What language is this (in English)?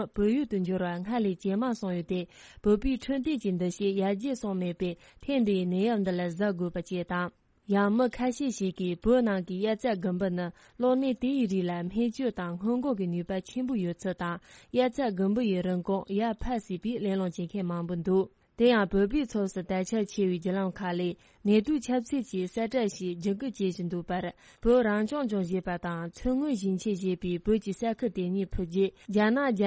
Tibetan